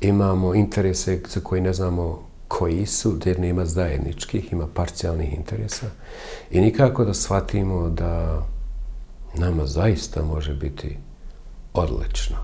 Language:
Bosnian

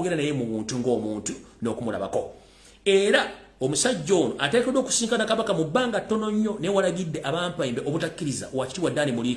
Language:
Ganda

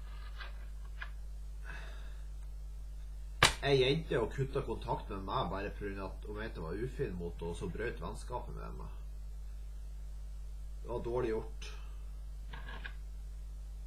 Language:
Norwegian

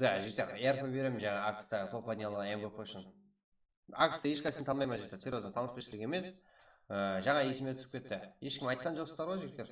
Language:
Kara-Kalpak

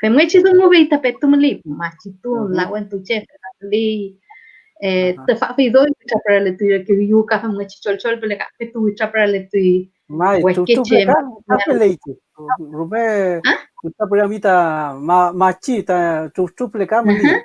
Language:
Mapuche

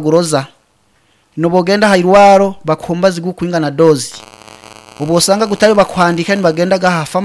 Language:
Nyankole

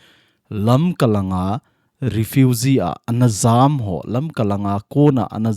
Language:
Thado Chin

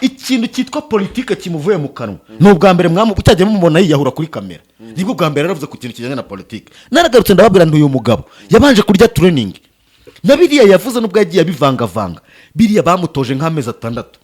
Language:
Kinyarwanda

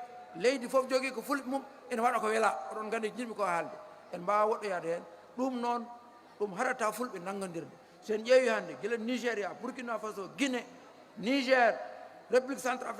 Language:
Fula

